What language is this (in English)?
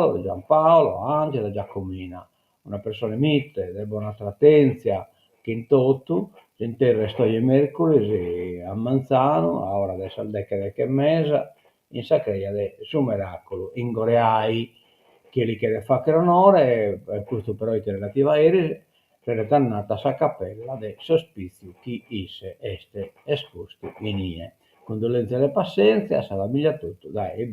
Sardinian